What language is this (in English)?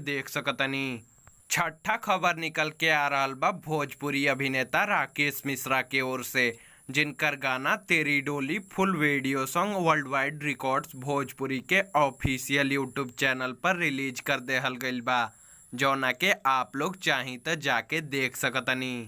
Bhojpuri